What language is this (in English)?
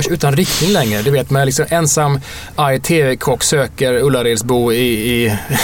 Swedish